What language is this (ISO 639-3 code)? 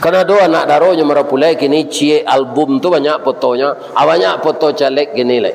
min